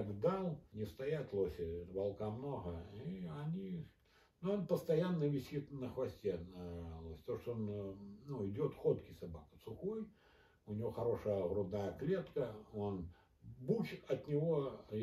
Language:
Russian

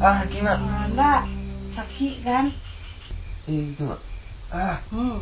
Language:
Minangkabau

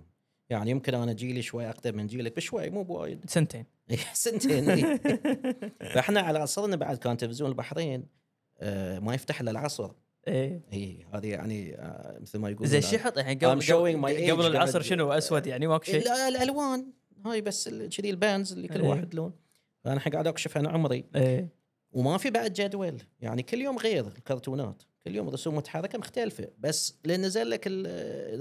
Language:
Gulf Arabic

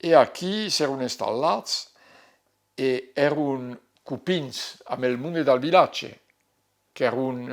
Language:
Occitan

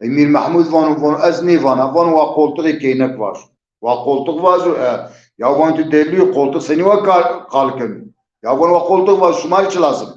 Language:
Zaza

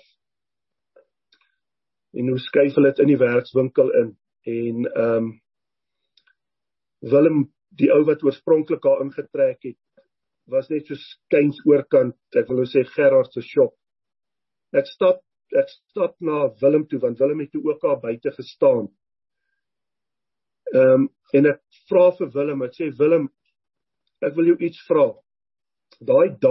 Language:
Afrikaans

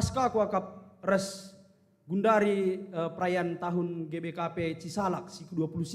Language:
Batak Karo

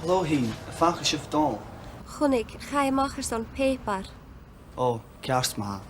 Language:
Scottish Gaelic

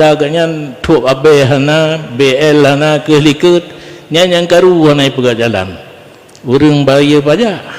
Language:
Achinese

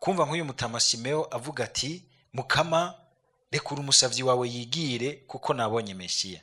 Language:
Rundi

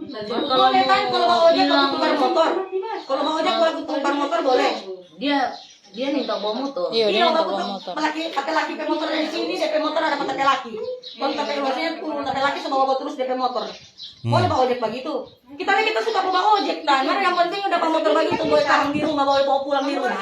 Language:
Manado Malay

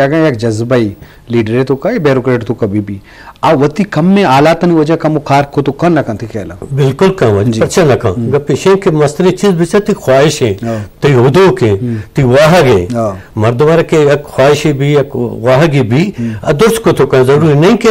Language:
Eastern Balochi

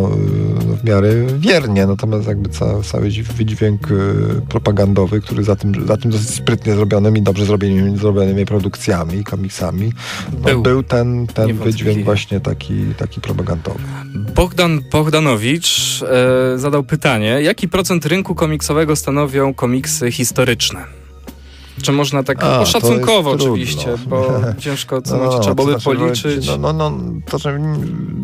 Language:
Polish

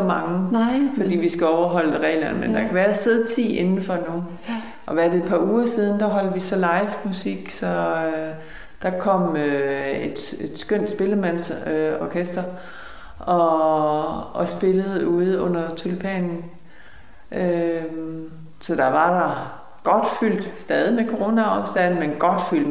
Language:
Danish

